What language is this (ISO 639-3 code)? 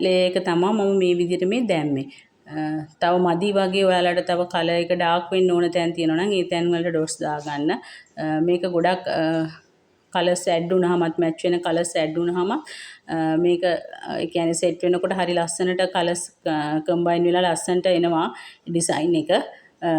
sin